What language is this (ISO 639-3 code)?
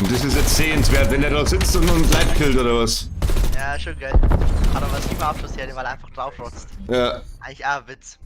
bar